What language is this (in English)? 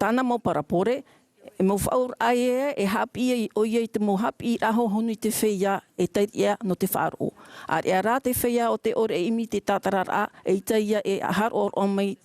Tahitian